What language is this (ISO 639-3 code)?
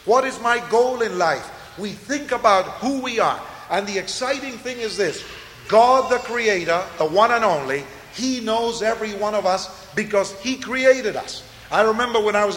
eng